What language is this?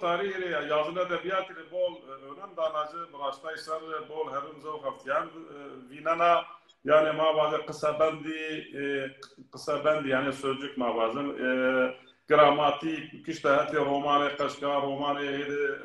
Zaza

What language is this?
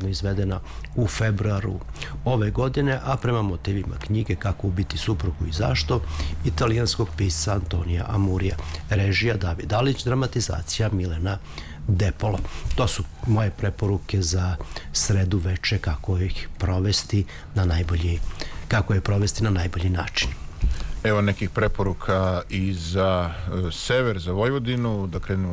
Serbian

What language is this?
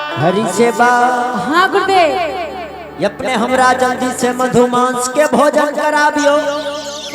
Angika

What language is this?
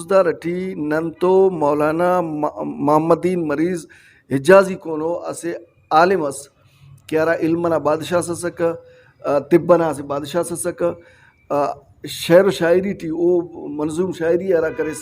Brahui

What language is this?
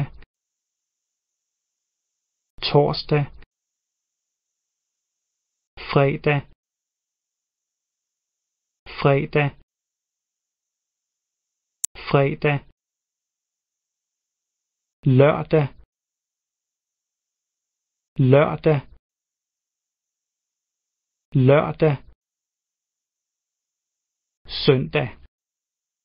Danish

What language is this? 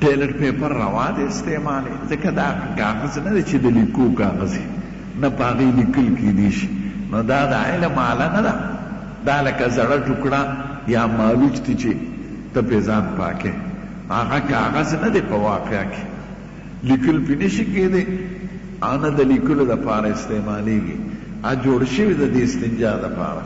Pashto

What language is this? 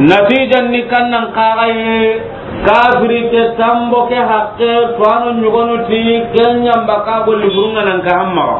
Soninke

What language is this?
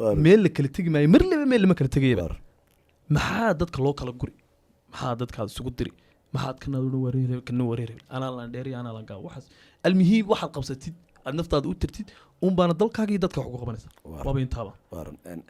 Somali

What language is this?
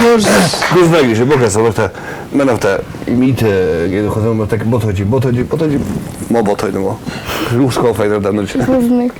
Ossetic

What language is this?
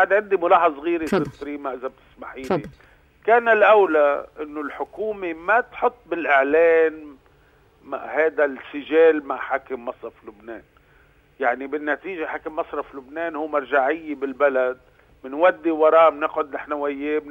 North Levantine Arabic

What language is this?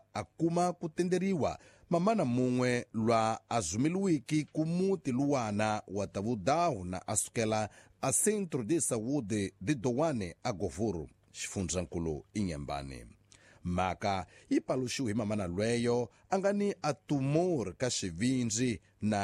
Tsonga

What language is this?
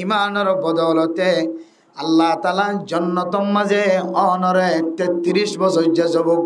Rohingya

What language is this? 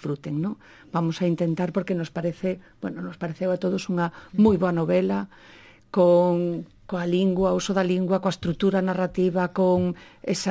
Galician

